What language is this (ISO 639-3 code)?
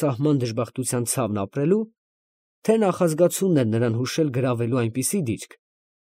hye